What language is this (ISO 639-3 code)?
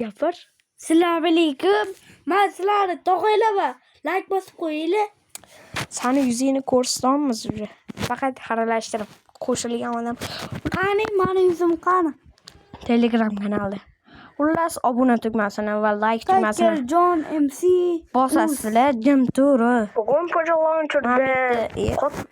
uzb